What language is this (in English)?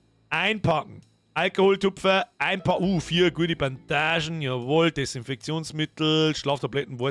Bavarian